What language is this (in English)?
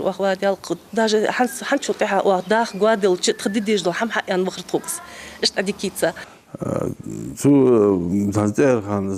Ingush